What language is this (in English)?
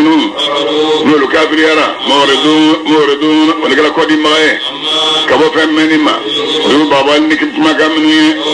Bambara